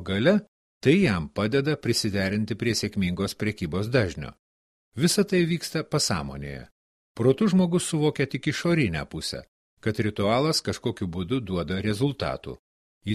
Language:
Lithuanian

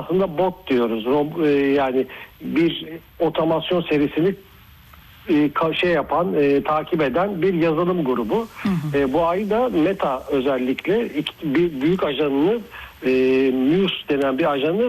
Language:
Turkish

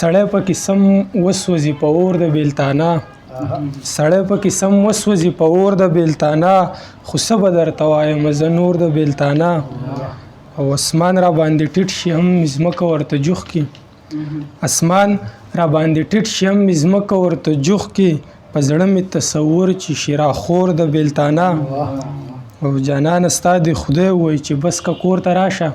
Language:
Pashto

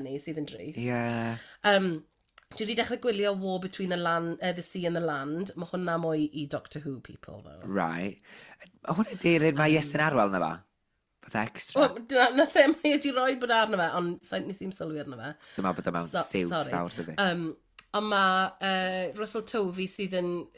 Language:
Welsh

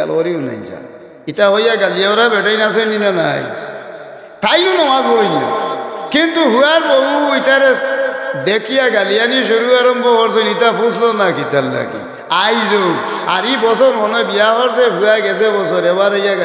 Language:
Sylheti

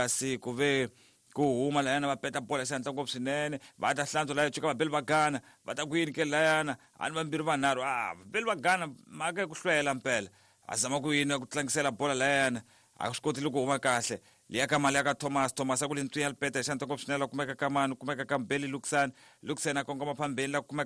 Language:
Tsonga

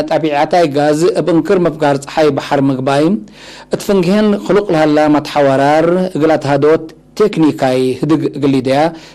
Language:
Tigre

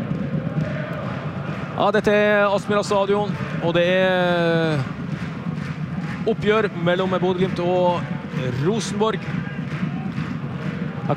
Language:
Norwegian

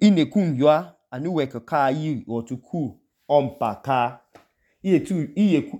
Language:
Idoma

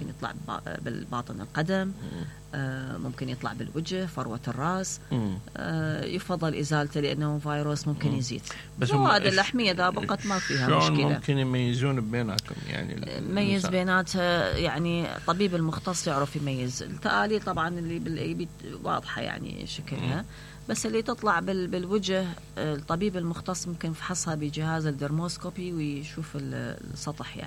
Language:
Mesopotamian Arabic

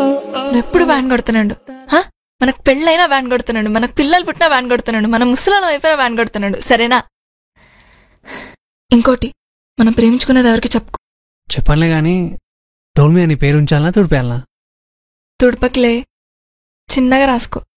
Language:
Telugu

